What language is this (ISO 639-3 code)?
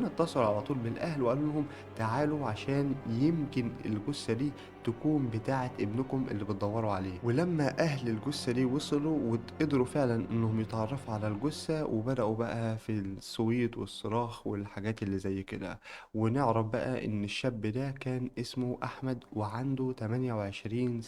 arz